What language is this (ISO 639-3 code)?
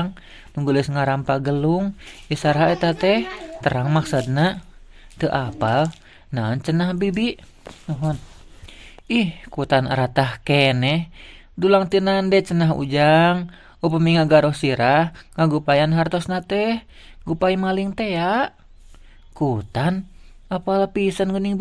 sun